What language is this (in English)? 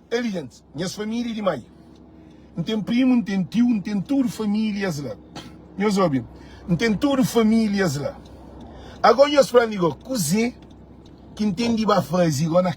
Kabuverdianu